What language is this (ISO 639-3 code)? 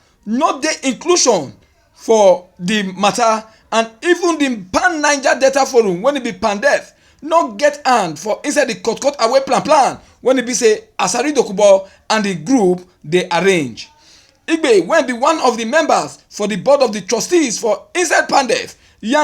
pcm